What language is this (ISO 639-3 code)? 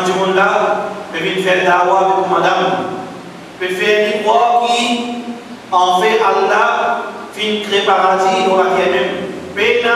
mfe